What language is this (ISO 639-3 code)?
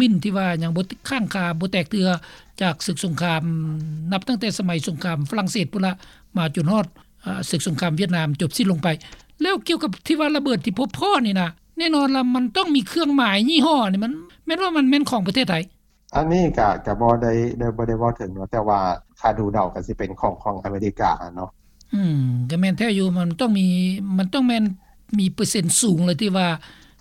lao